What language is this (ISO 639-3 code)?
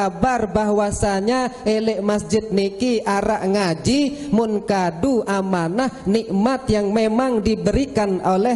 sas